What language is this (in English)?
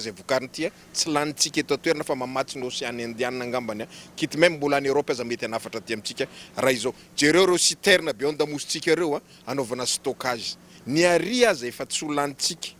Malagasy